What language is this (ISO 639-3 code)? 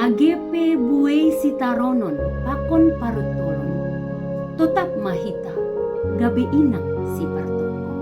bts